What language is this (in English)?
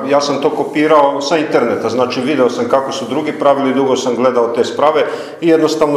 Serbian